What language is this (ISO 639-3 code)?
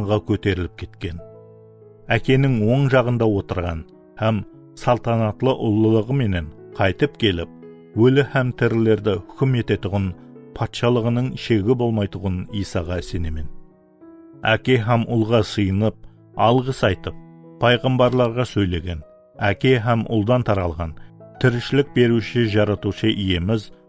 kaa